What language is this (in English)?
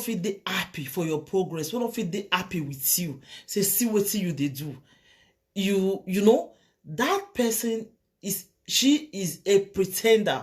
Nigerian Pidgin